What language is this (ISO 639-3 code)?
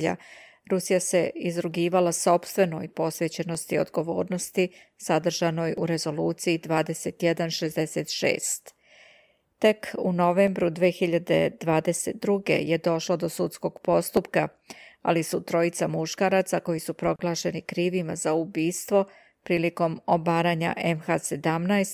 srp